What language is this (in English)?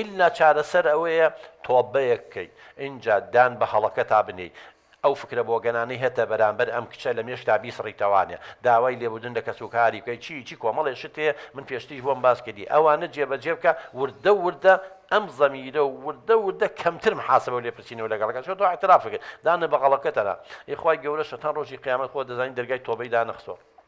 Central Kurdish